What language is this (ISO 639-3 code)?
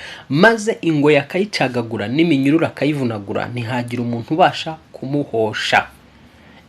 kin